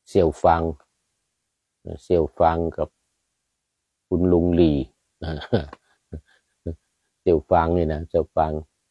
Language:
Thai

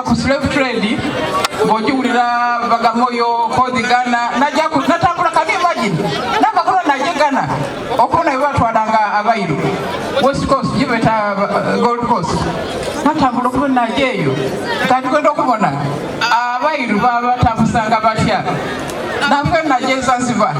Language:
Soga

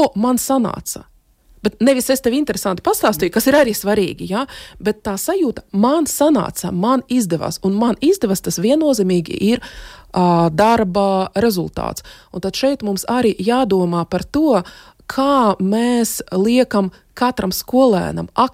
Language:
Latvian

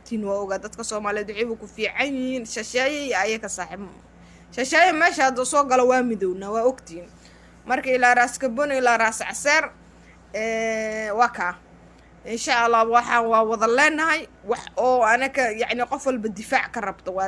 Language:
Somali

